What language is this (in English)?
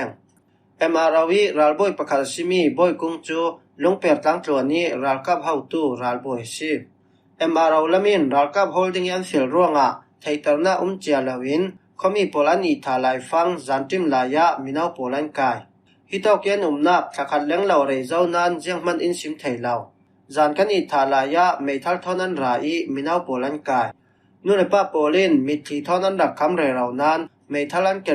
Falam Chin